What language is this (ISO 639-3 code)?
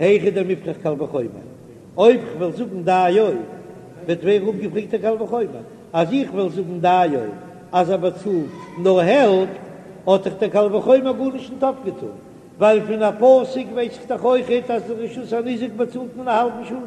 yid